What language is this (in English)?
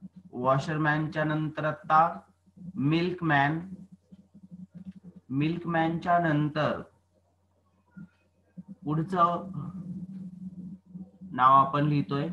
Marathi